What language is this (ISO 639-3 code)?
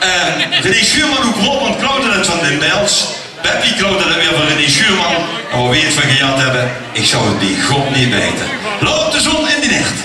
lim